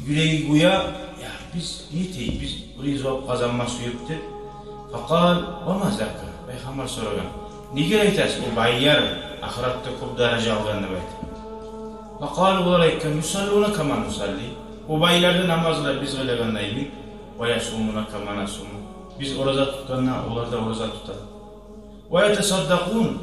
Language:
Kumyk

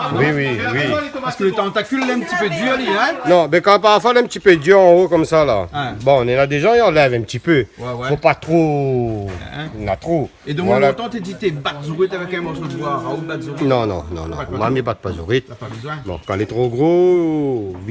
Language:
Réunion Creole French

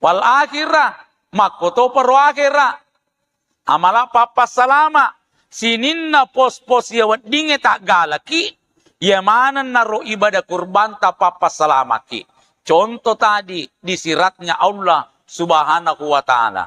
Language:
Buginese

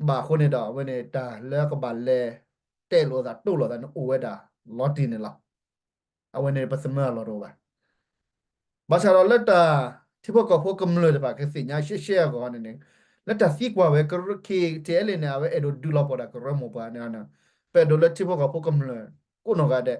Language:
S'gaw Karen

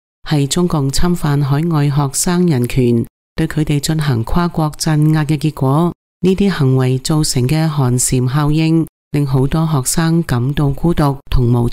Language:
Cantonese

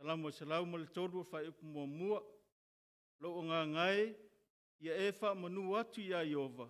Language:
Samoan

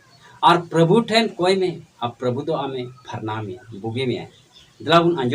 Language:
Santali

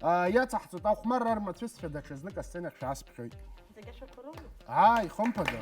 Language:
Abkhazian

